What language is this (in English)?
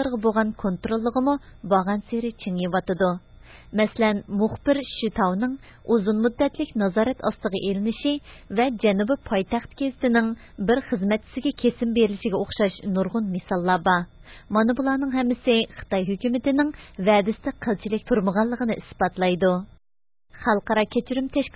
Uyghur